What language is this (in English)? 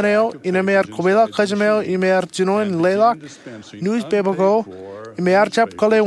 Marshallese